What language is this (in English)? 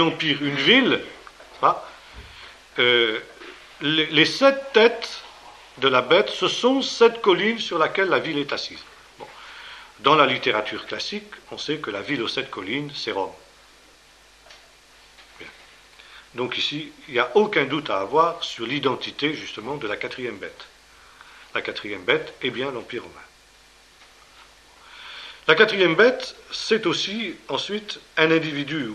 French